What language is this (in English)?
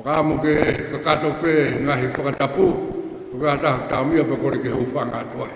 Tongan